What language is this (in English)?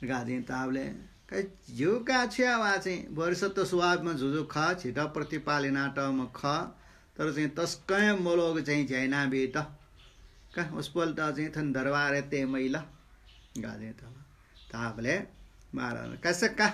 Newari